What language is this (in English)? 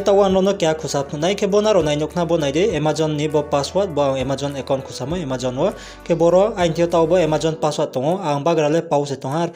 Riang (India)